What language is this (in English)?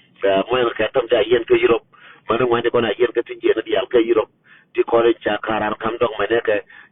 Nuer